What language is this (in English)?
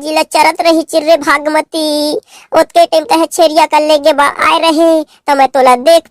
Chhattisgarhi